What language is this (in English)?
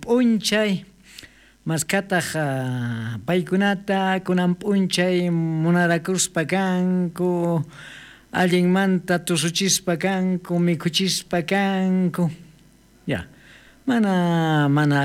South Bolivian Quechua